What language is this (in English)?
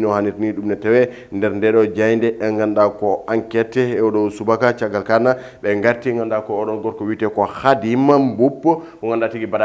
Fula